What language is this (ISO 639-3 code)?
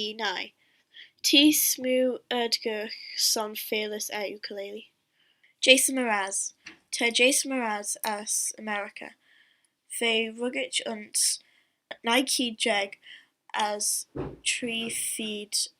glv